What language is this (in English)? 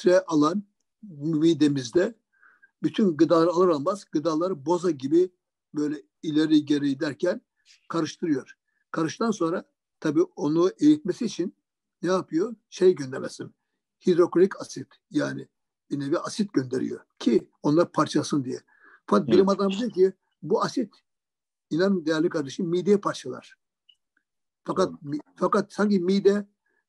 Turkish